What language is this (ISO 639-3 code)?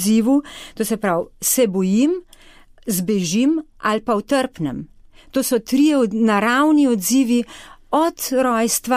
slv